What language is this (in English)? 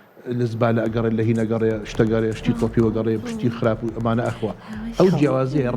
Central Kurdish